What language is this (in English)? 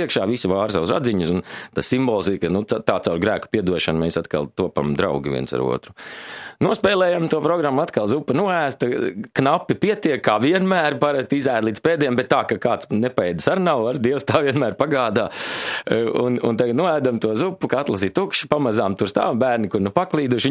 Latvian